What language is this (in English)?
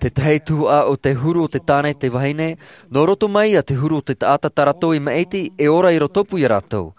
Tahitian